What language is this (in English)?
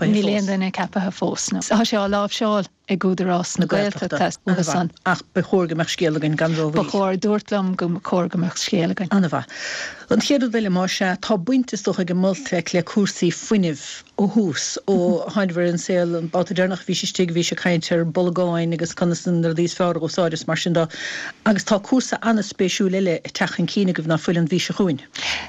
Irish